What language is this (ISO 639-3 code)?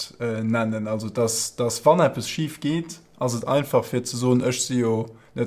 ltz